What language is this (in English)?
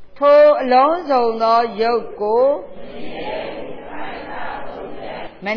Burmese